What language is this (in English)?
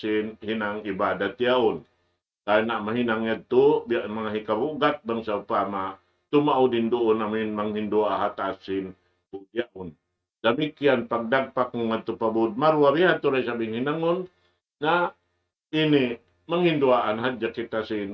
Tausug